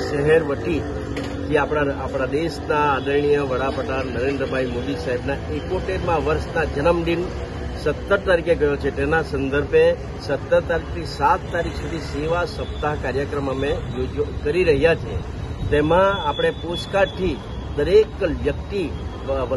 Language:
Gujarati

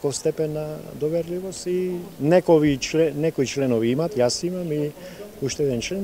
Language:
Macedonian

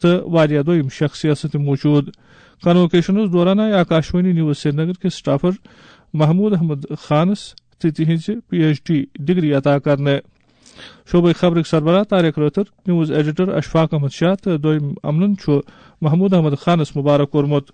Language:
Kashmiri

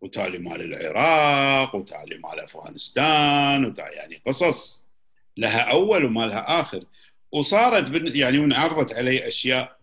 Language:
Gulf Arabic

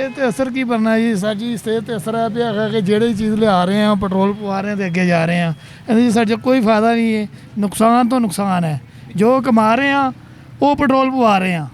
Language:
Western Panjabi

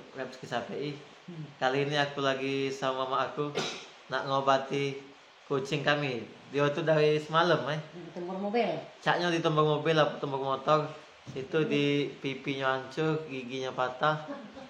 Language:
Musi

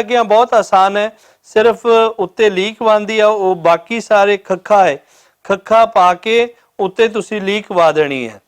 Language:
Western Panjabi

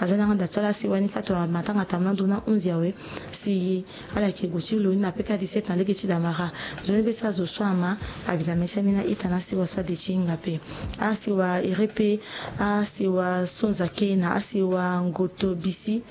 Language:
Sango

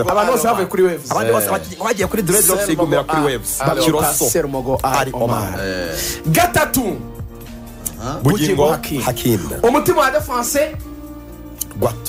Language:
Kinyarwanda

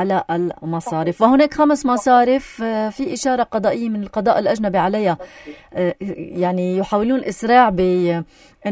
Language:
North Levantine Arabic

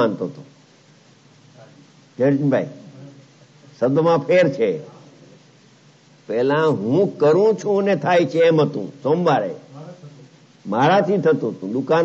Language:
Gujarati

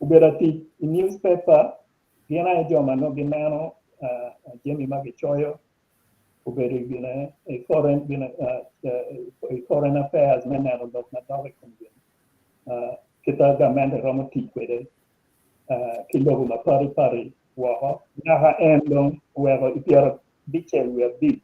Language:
Acoli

